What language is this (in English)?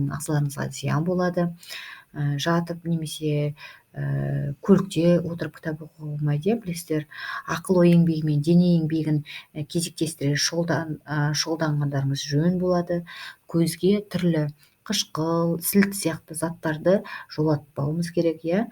Kazakh